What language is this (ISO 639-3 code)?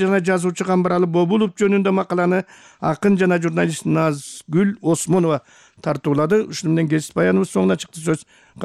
kir